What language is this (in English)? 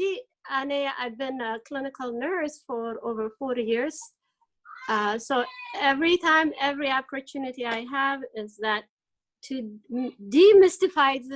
Tigrinya